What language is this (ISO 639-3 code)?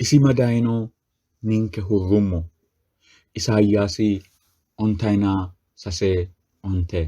sid